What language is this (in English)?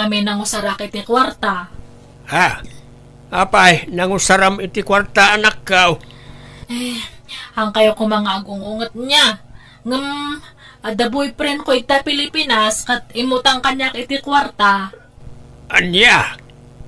Iloko